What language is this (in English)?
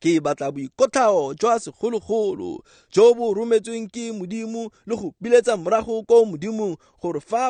Tswana